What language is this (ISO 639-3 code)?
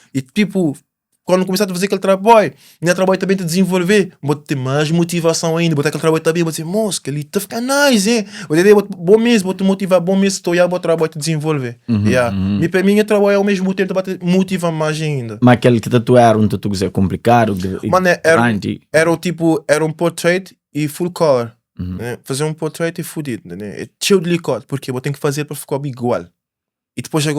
kea